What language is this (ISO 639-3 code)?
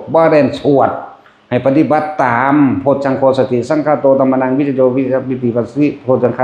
tts